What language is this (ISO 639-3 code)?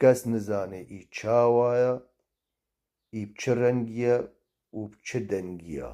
kur